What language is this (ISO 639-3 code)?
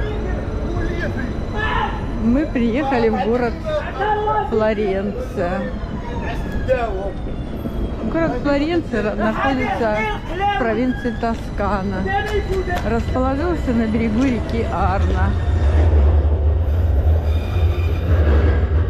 rus